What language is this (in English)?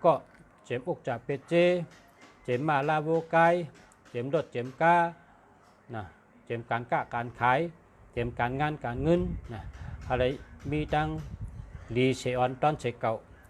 Shan